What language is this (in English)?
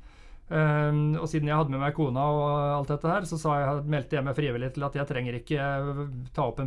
Norwegian